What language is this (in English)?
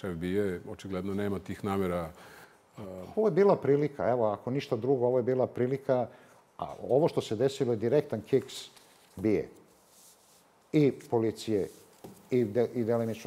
Serbian